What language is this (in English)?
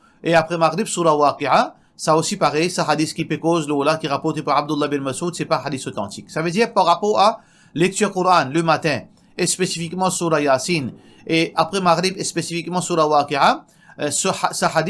Morisyen